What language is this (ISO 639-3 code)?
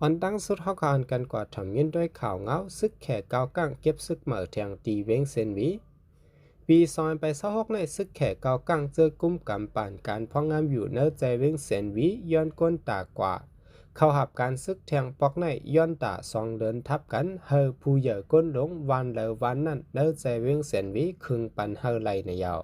shn